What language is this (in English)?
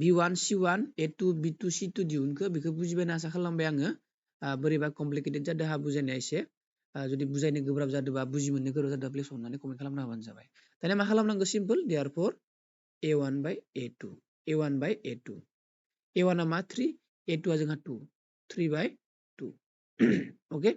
Bodo